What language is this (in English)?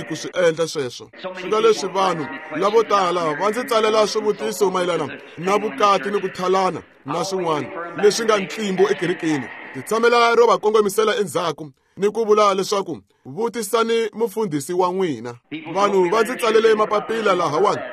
Tsonga